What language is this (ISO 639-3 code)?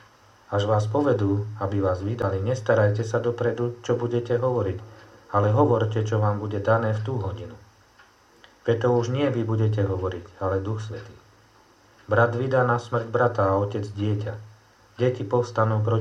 slk